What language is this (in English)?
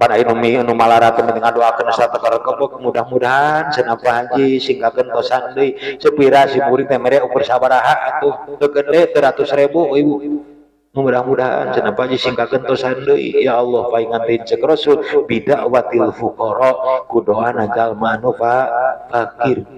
Sundanese